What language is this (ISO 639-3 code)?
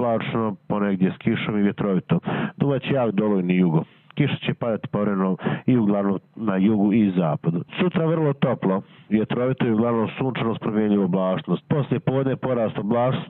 hrv